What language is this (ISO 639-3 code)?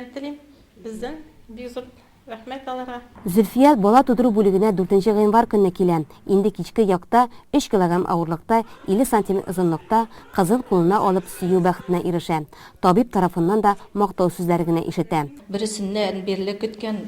tat